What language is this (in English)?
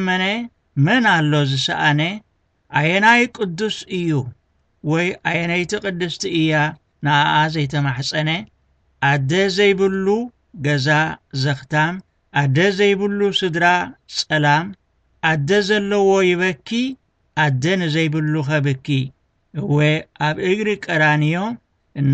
Tigrinya